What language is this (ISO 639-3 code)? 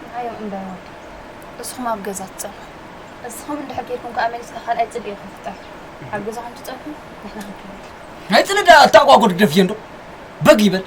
tir